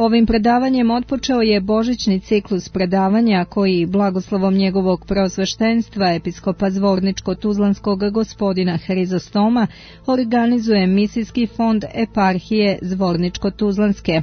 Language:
Serbian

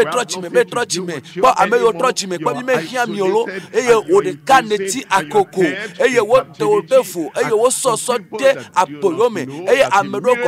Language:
Ewe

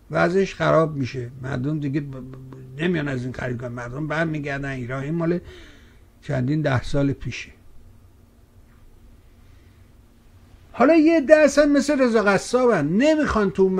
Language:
Persian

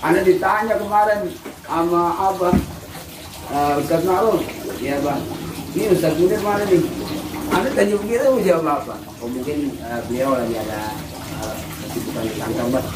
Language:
Betawi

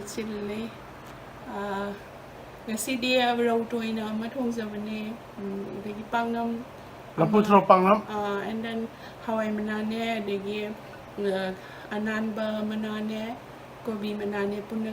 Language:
Manipuri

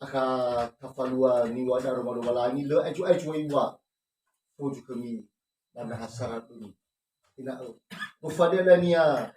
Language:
Nias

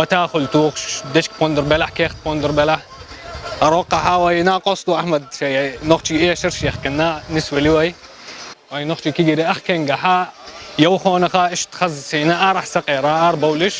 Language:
Chechen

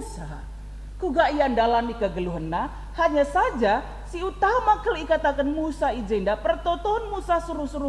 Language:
Batak Karo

